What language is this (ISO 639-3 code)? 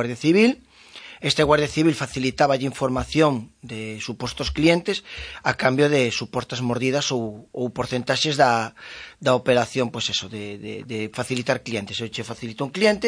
glg